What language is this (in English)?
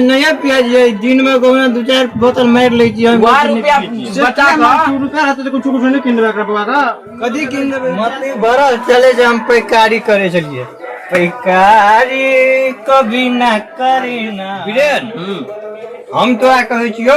Maithili